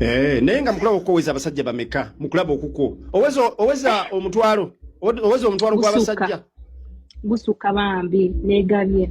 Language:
Ganda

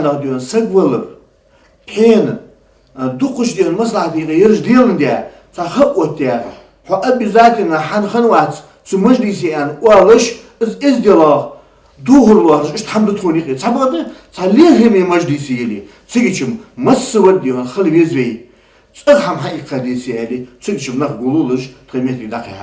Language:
Ingush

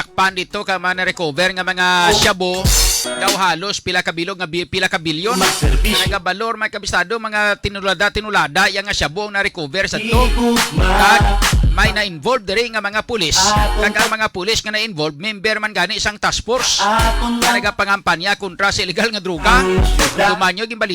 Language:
Hiligaynon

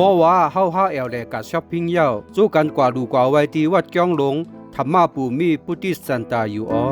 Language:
Shan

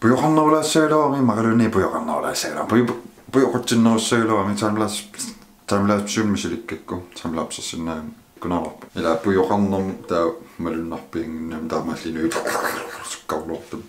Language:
Kalaallisut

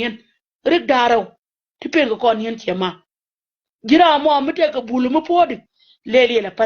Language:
Nuer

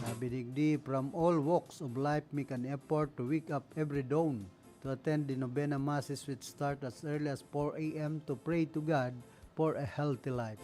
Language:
Bikol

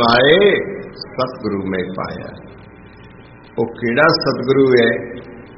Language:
Punjabi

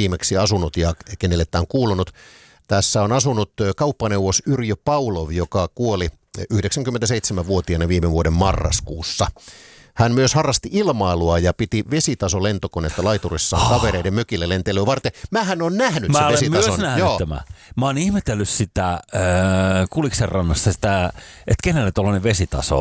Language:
Finnish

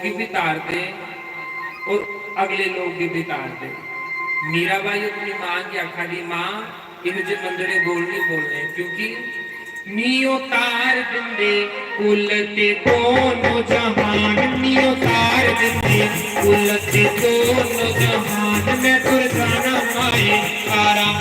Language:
Dogri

